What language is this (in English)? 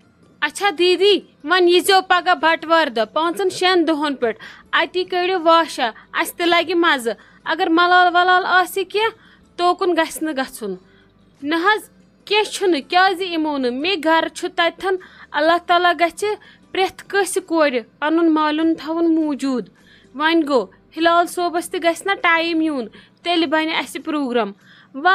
Kashmiri